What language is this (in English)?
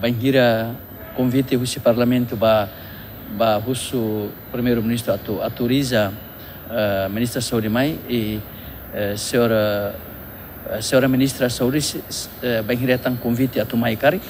Tetum